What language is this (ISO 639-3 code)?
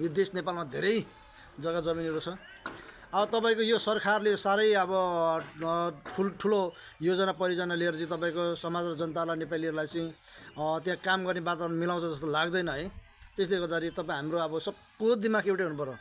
nep